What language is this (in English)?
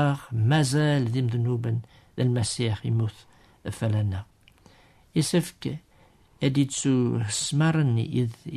Kabyle